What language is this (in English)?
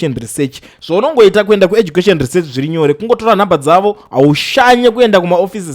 Shona